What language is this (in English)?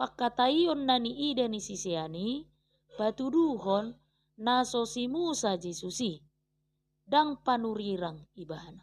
Batak Toba